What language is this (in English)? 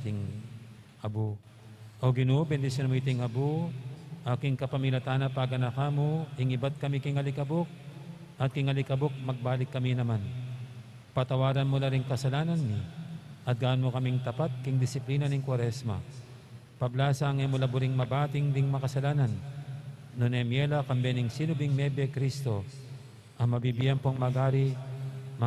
Pampanga